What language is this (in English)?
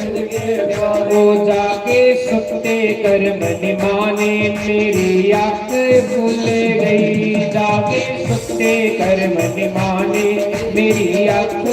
Dogri